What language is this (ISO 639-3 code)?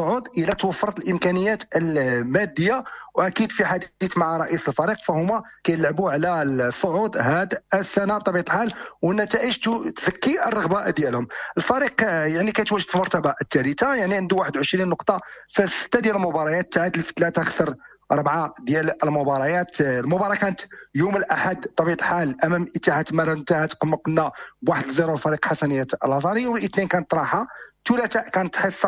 ary